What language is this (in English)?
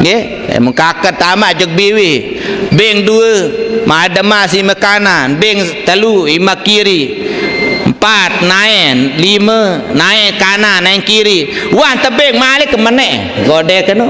Sasak